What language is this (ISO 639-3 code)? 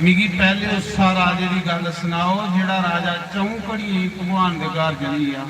doi